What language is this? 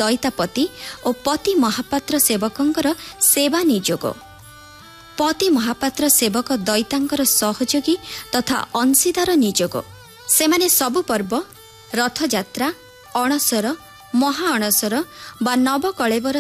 Odia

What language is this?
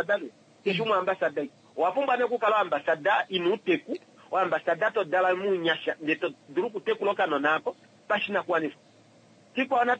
Kuanyama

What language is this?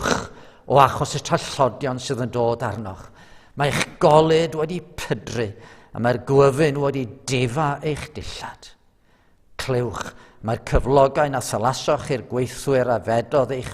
Welsh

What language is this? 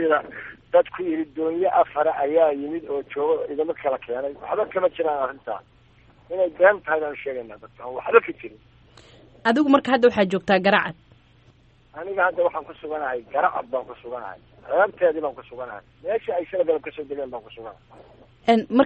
Somali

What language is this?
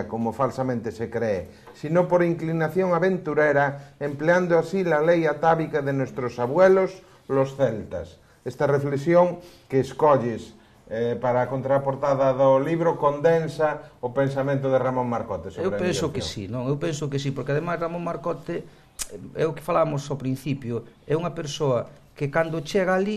Galician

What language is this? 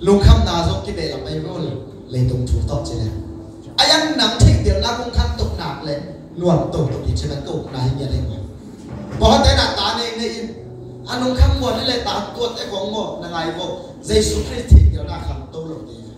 Tedim Chin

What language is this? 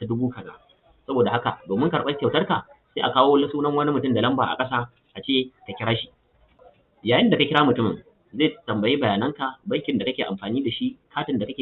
Hausa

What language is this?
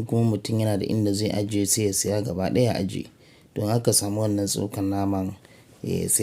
Hausa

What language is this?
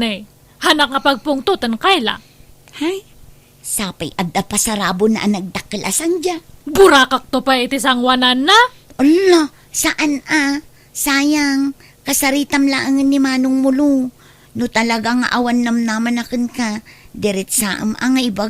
Iloko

